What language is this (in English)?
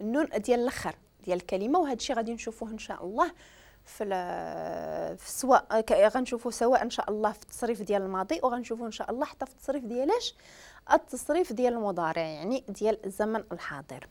Moroccan Arabic